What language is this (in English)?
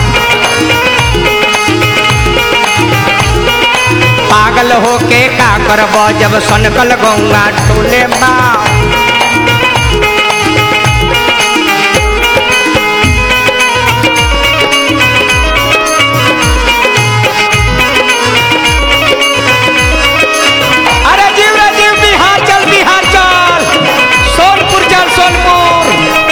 Bhojpuri